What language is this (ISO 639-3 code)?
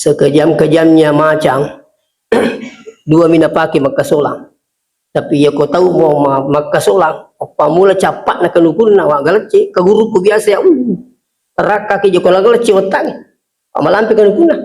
bug